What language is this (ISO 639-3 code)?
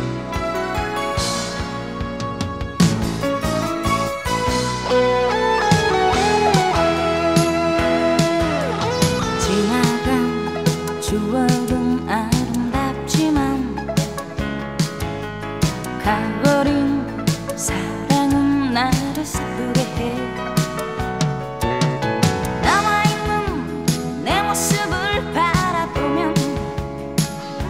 kor